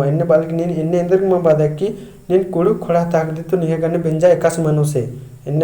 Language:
Kurukh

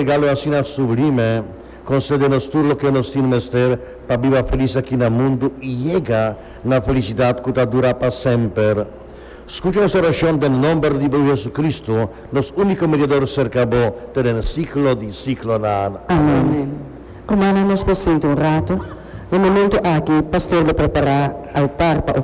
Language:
Papiamento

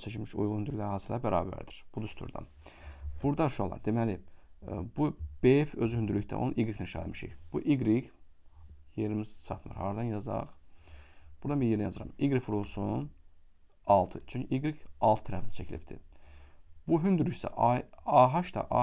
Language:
Azerbaijani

